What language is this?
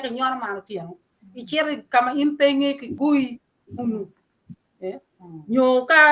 Acoli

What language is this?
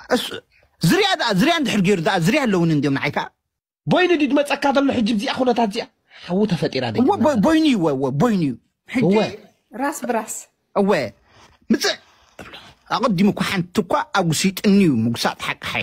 Tigrinya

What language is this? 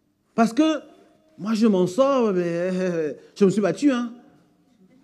French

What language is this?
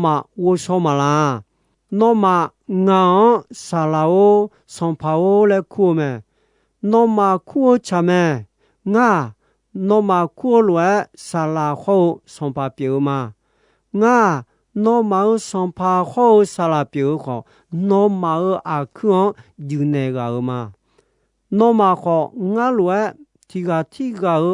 Akha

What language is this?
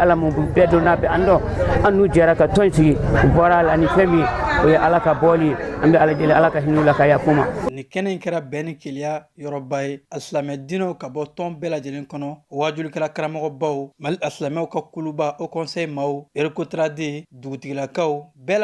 Bambara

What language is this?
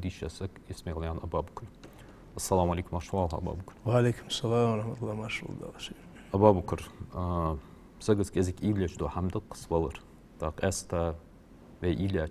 Ingush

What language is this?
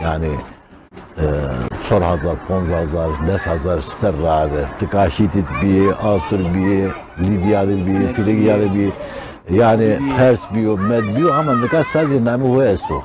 Zaza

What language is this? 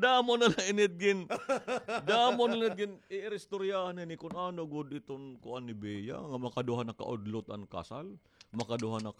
Waray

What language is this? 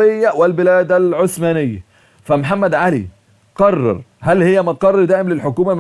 Egyptian Arabic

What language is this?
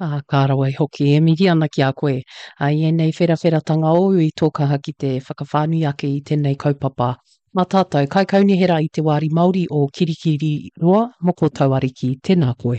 Māori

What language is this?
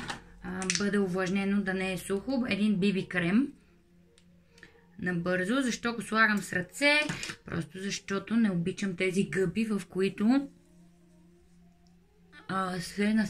Bulgarian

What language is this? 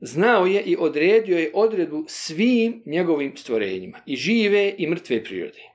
Bosnian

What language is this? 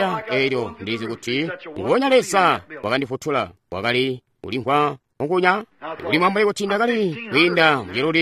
Tonga (Zambia)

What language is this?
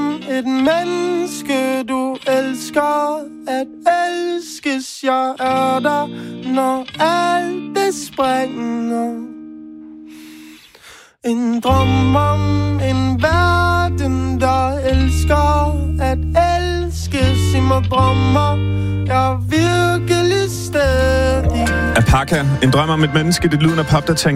Danish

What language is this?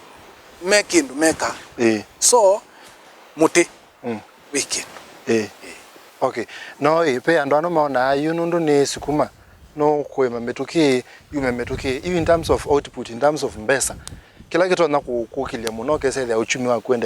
Kamba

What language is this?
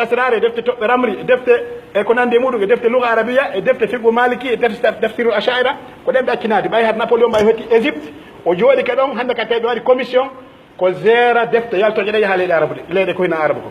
Pular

